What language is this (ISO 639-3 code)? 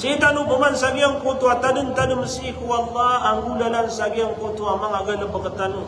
mrw